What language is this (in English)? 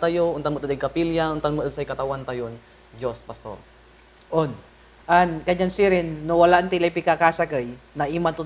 Pangasinan